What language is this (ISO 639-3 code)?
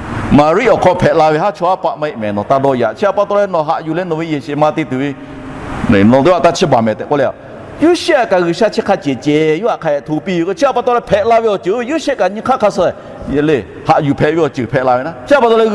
lhu